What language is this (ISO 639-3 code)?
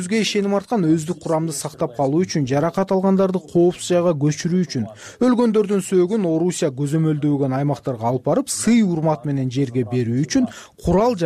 kir